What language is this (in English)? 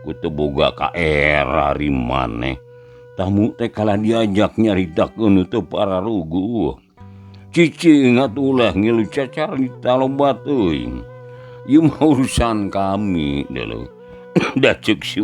Sundanese